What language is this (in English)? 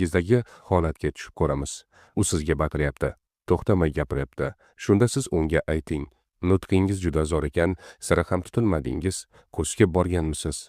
Uzbek